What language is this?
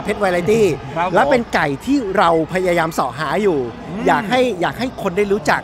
Thai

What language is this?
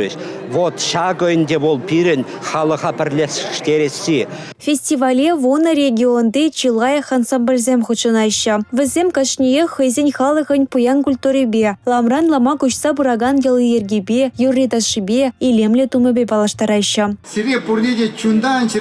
Chuvash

